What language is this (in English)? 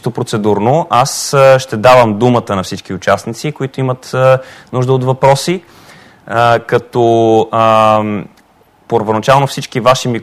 Bulgarian